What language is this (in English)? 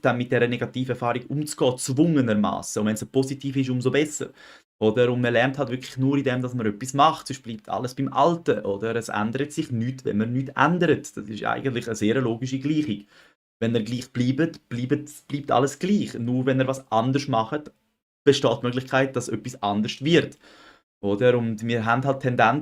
Swiss German